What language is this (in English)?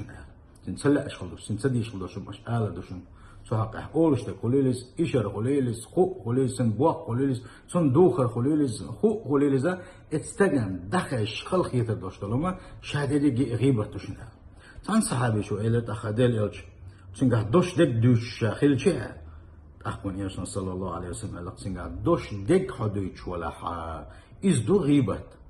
Chechen